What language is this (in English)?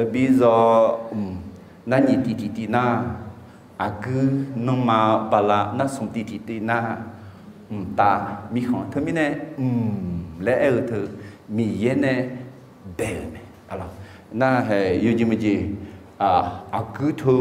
Akha